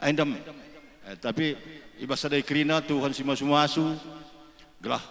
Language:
Batak Karo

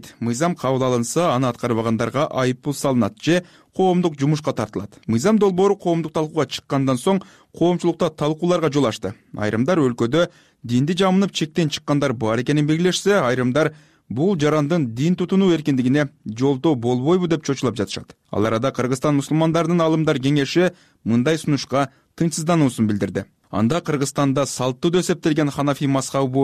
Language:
Kyrgyz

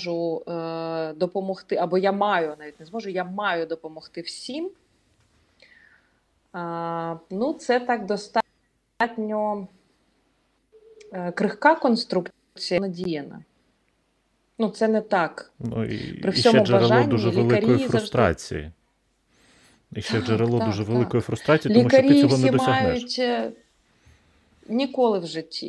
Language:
Ukrainian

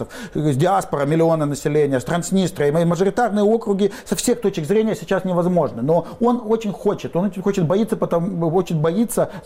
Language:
Russian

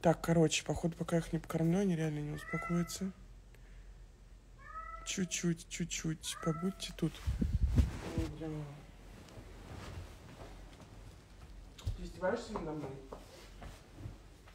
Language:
Russian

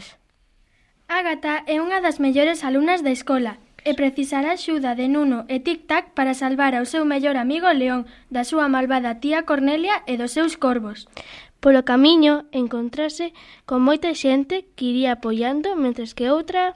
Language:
Galician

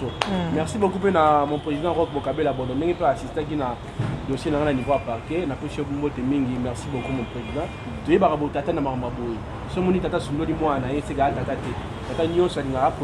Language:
Lingala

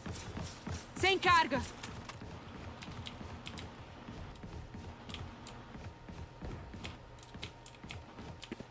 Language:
Portuguese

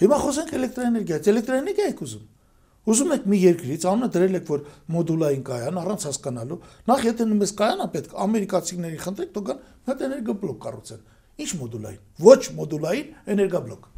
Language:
Armenian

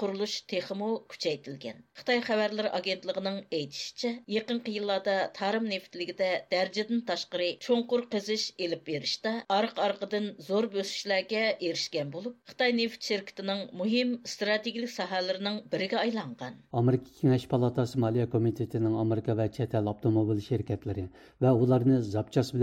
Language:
Uyghur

